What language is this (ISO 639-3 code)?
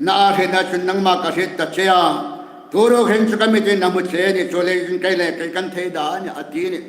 hmr